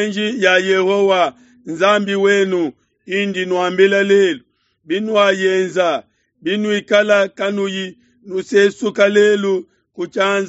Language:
Luba-Lulua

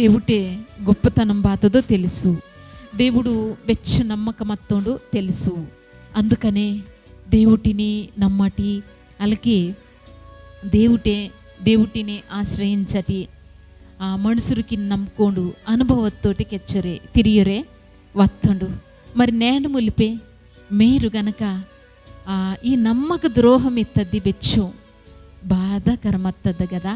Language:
Koya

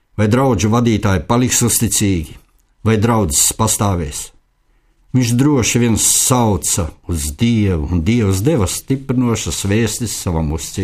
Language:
Latvian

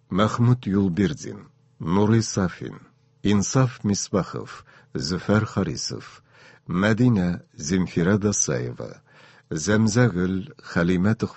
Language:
Tatar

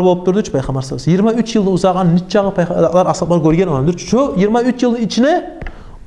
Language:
Kumyk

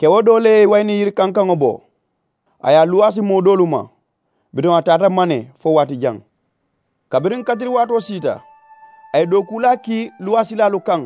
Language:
Mandingo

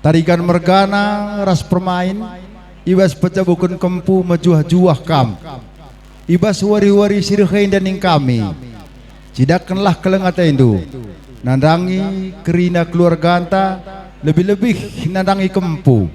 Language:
Batak Karo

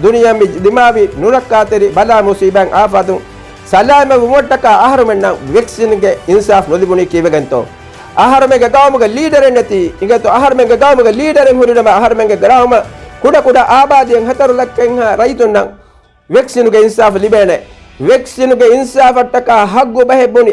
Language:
Divehi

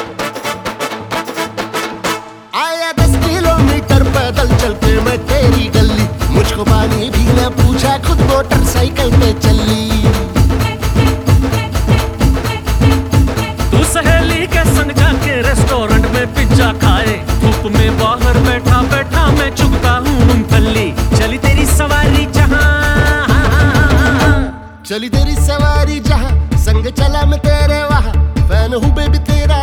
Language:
Hindi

